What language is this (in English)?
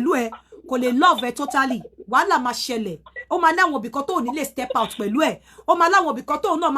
Yoruba